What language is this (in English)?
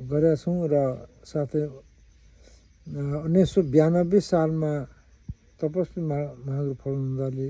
Nepali